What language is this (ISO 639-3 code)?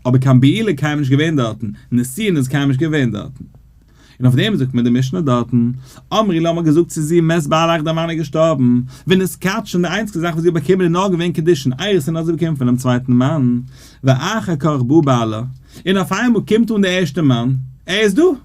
yid